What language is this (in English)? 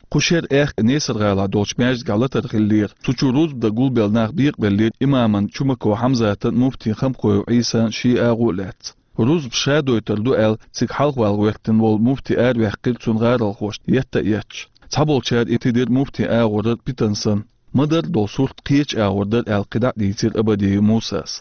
Chechen